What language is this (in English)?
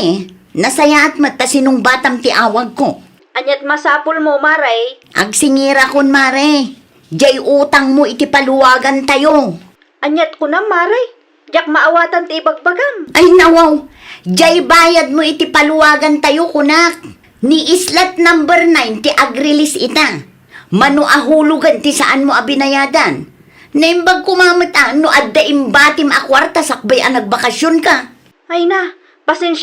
Iloko